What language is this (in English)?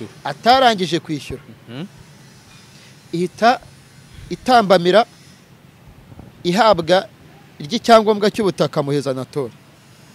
Kinyarwanda